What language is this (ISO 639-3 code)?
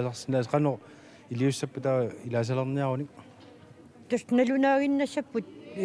kal